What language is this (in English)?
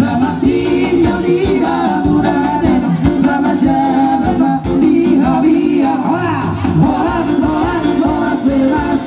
Batak Toba